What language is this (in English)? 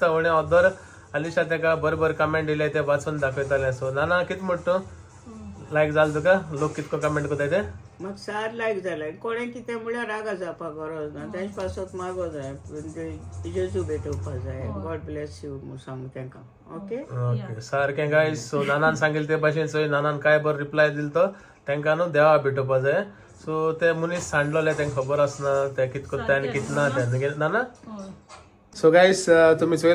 Konkani